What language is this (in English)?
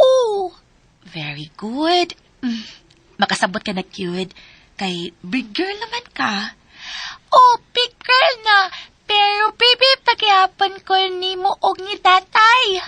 Cebuano